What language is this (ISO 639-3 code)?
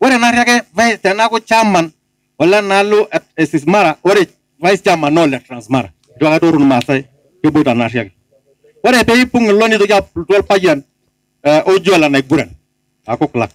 mas